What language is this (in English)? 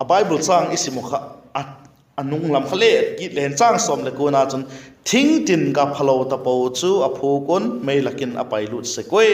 Vaiphei